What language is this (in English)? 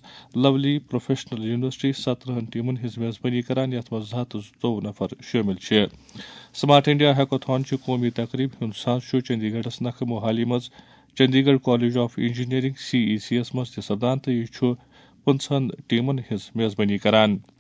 Kashmiri